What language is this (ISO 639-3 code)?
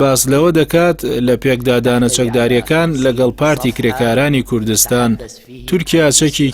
ckb